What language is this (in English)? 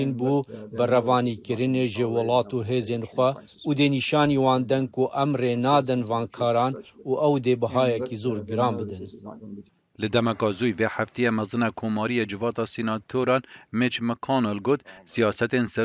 Kurdish